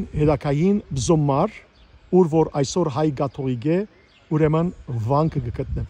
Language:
Western Armenian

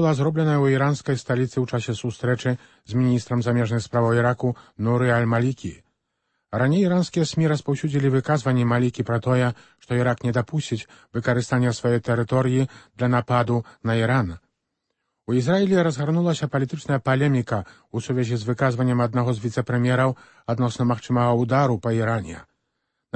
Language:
Belarusian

